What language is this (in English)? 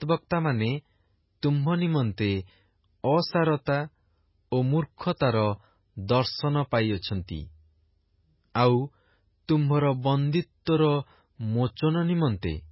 Odia